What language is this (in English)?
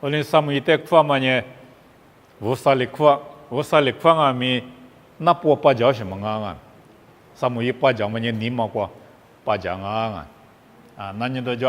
Lisu